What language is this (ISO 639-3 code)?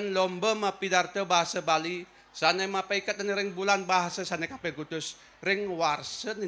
ban